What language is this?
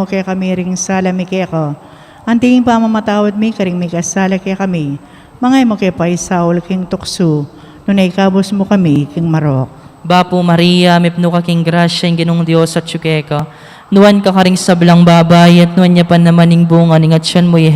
Pampanga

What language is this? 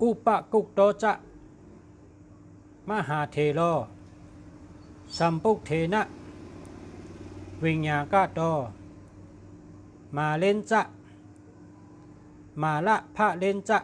Shan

